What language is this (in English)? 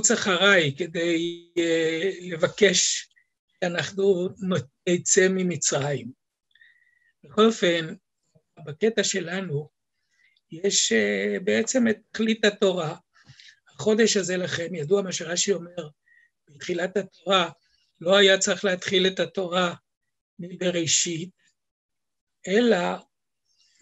Hebrew